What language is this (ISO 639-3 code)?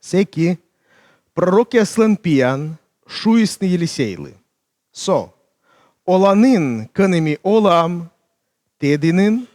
kom